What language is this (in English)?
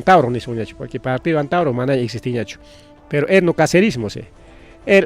Ayacucho Quechua